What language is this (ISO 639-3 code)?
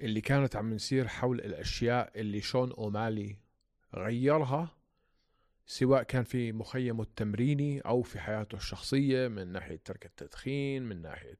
apc